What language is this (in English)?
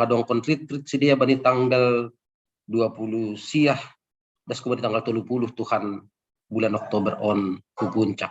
Batak Simalungun